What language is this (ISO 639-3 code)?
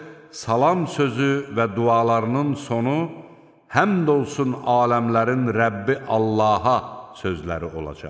aze